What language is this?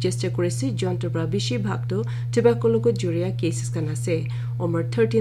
Naga Pidgin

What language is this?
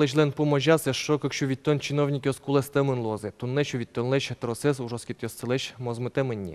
Udmurt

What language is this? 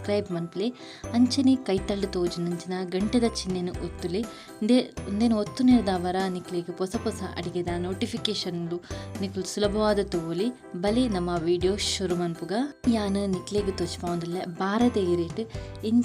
Tulu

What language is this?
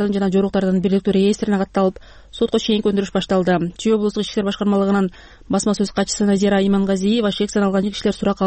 Kyrgyz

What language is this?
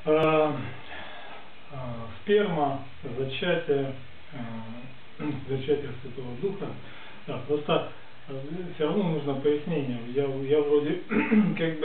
Russian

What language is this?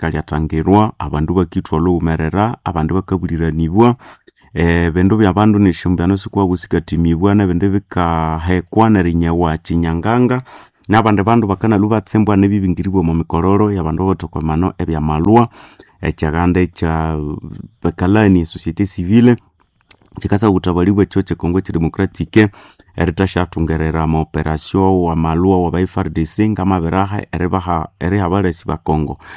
Nande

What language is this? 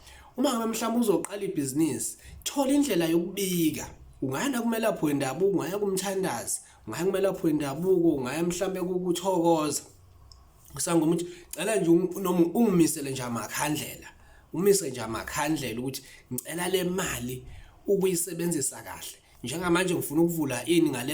Zulu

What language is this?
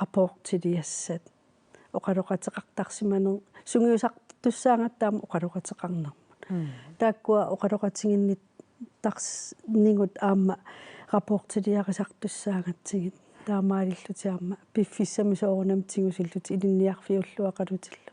Kalaallisut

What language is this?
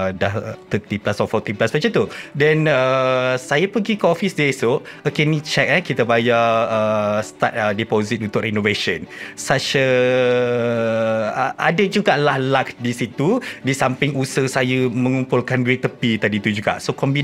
Malay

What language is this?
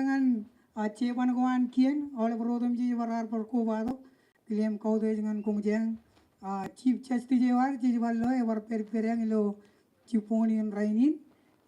Marshallese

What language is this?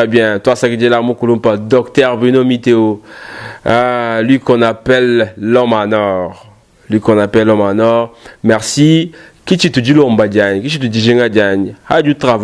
Luba-Lulua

